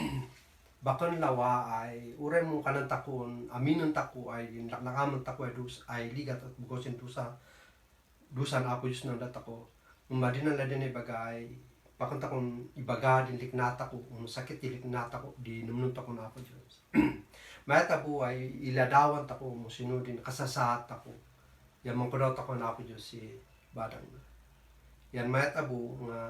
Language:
Kankanaey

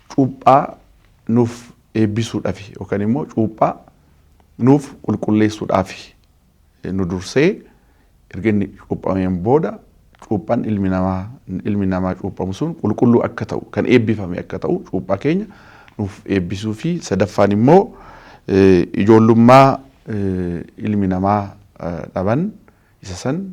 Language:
Oromo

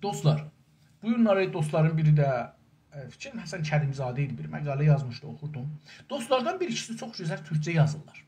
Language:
South Azerbaijani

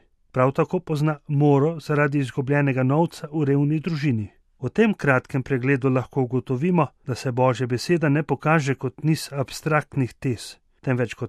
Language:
Slovenian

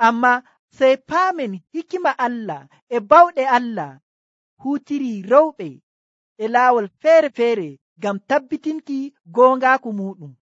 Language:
Nigerian Fulfulde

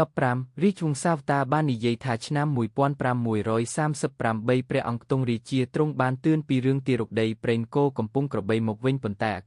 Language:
Khmer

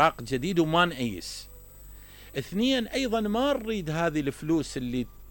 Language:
Mesopotamian Arabic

